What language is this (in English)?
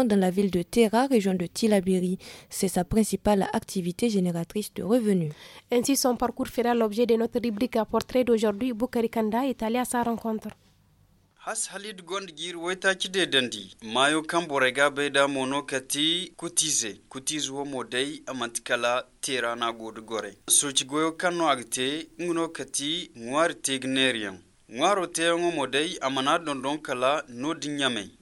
Hausa